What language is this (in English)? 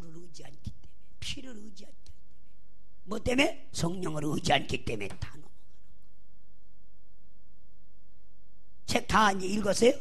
Korean